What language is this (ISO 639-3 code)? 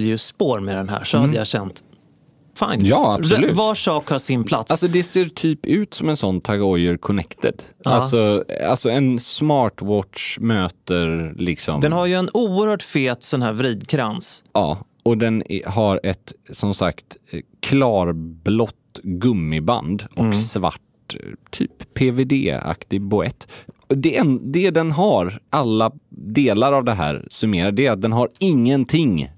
swe